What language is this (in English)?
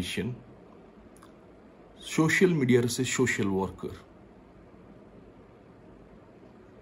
Odia